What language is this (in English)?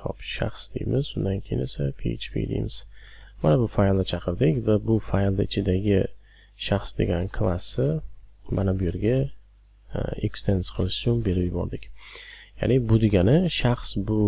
Uzbek